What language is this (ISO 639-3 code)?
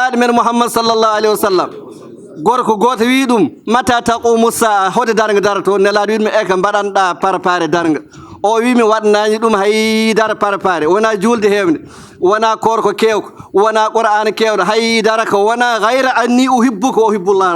ful